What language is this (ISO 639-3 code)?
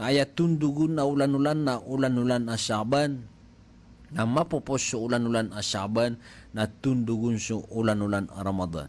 mrw